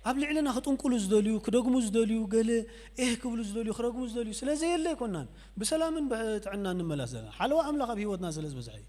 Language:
Tigrinya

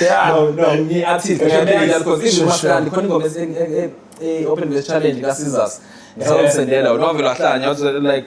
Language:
Zulu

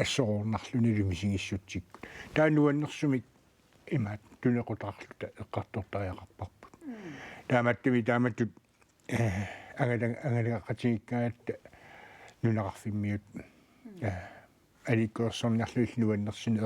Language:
Kalaallisut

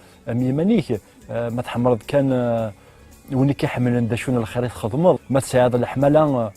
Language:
Kabyle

